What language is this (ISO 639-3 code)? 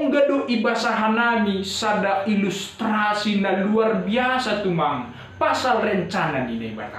bts